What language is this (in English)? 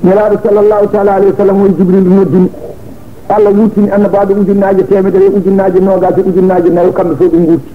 Fula